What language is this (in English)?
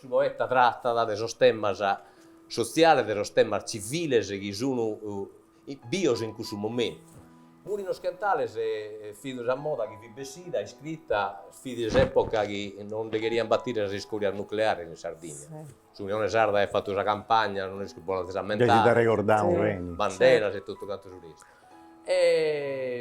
Sardinian